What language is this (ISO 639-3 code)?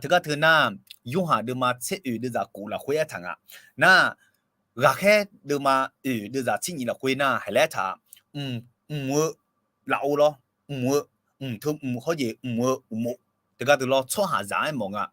ahk